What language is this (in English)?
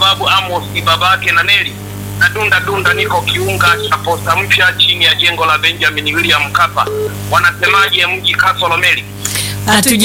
Swahili